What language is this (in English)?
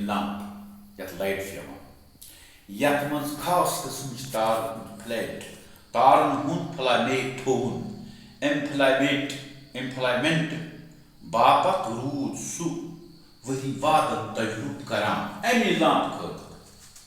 Kashmiri